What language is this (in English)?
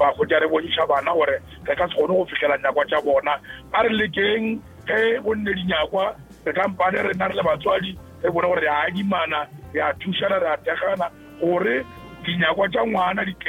Northern Sotho